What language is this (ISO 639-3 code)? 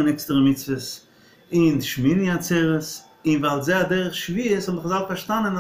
yid